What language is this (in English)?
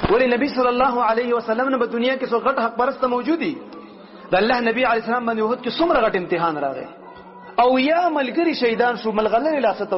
Pashto